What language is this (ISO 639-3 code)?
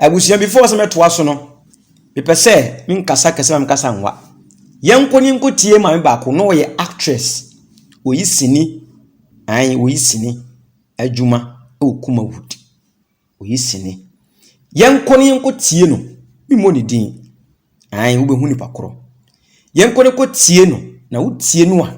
aka